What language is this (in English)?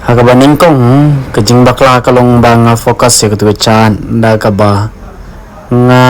Khasi